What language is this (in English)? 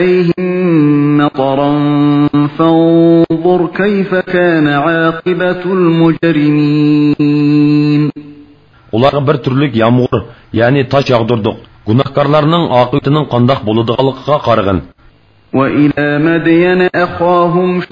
Uyghur